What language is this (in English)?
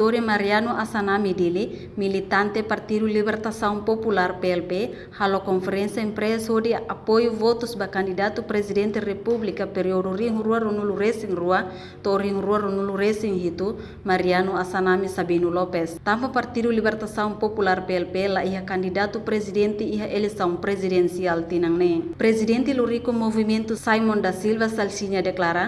Tetum